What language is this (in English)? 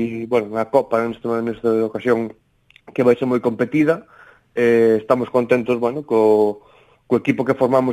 Galician